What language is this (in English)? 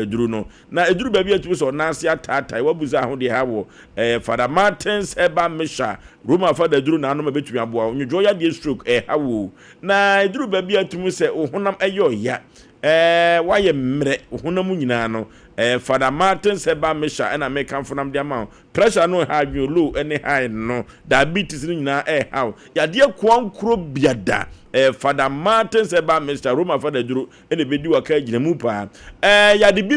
Akan